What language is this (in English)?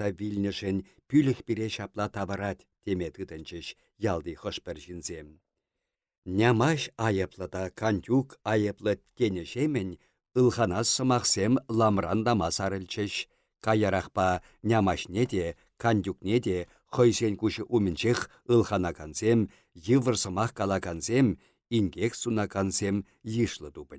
Chuvash